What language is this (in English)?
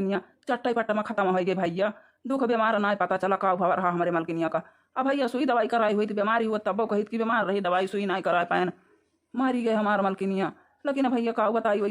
Awadhi